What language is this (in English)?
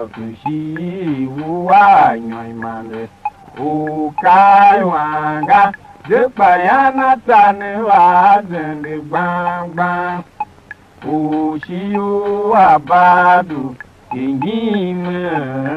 Tiv